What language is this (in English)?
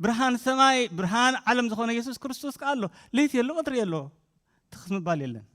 Tigrinya